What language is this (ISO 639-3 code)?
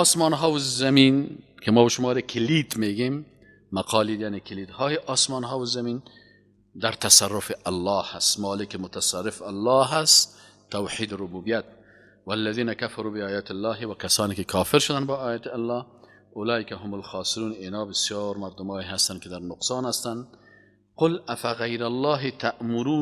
fas